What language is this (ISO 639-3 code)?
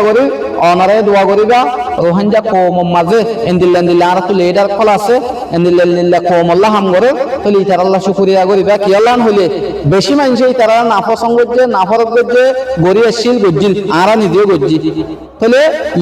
rhg